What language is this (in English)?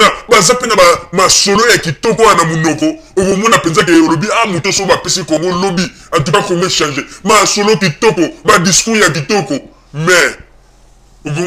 Lingala